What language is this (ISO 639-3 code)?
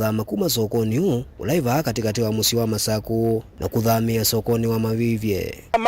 kam